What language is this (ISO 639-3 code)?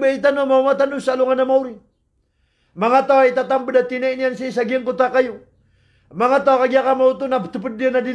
mrw